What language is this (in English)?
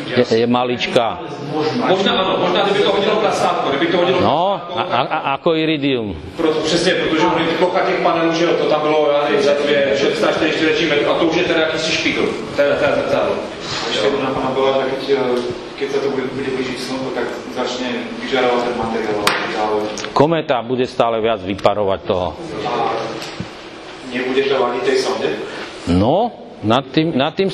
Slovak